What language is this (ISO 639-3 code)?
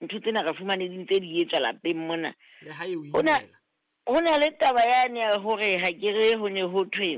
sot